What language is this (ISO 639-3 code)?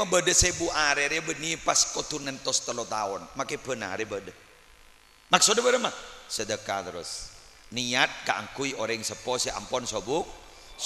mad